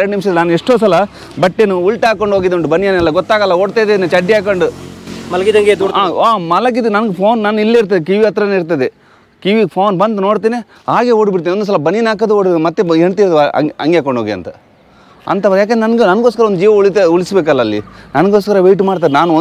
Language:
Kannada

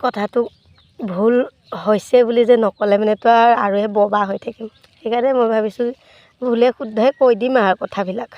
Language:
Assamese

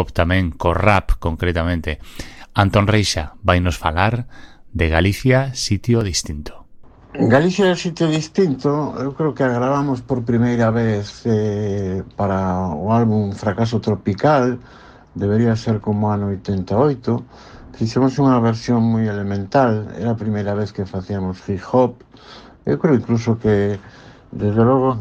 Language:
Galician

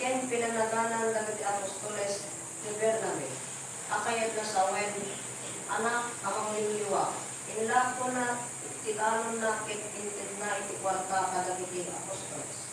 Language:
Iloko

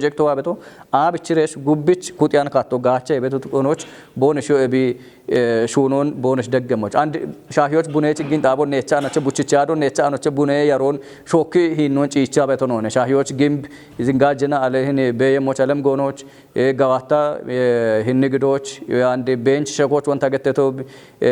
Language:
Kafa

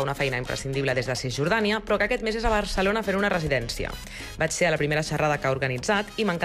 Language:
Catalan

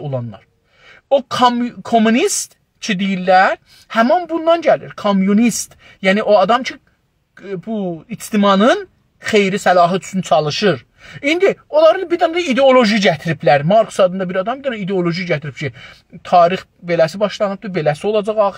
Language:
South Azerbaijani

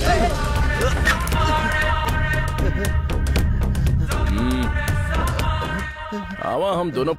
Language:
Bhojpuri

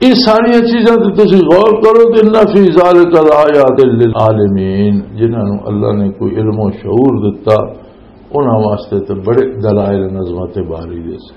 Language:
Western Panjabi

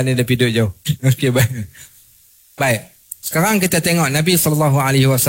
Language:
Malay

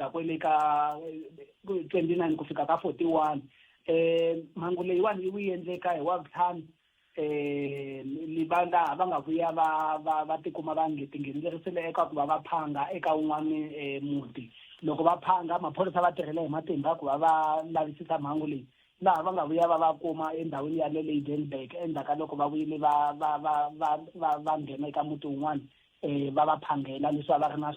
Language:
Tsonga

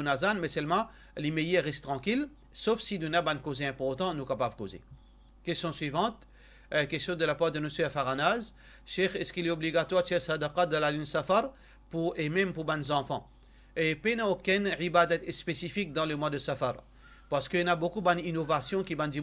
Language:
Morisyen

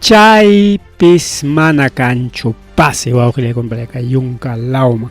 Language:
Ayacucho Quechua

